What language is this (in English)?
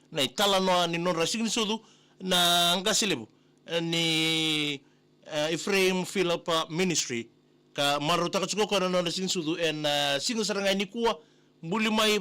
Fijian